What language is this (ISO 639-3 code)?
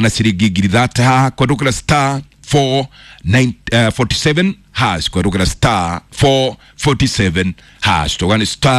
kik